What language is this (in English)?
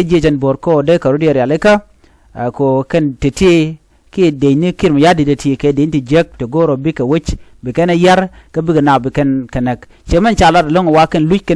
Nuer